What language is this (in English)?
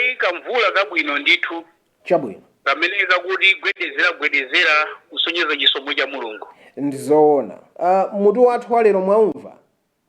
Nyanja